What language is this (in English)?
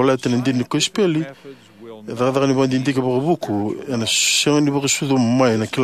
Fijian